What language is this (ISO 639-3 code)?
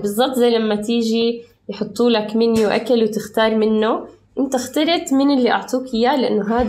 apc